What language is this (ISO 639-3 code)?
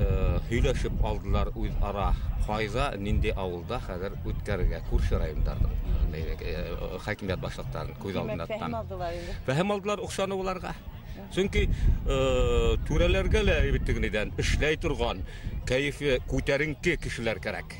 bak